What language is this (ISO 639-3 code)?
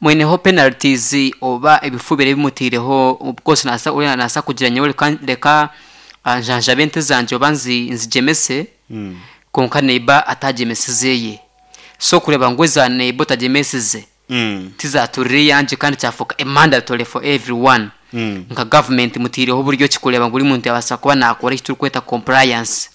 nyn